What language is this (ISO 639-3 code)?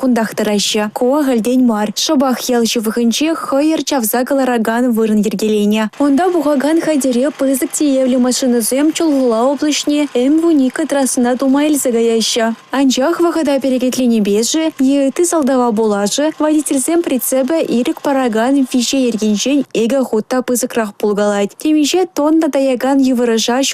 chv